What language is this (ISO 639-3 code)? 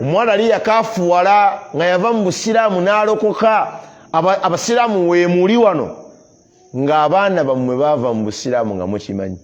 lug